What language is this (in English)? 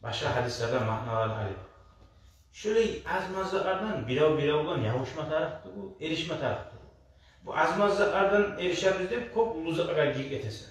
Kumyk